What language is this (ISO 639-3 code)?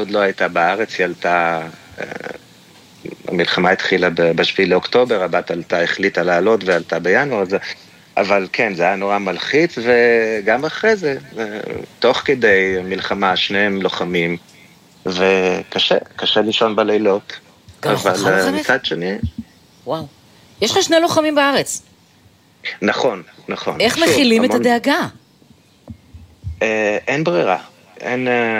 heb